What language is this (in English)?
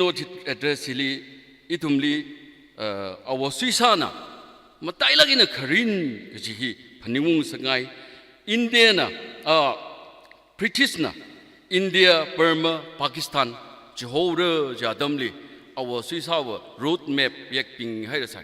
Tangkhul Naga (India)